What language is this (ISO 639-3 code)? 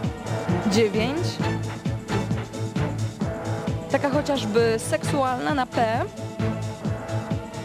pol